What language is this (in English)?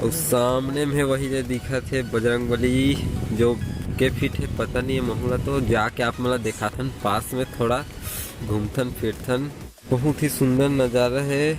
Chhattisgarhi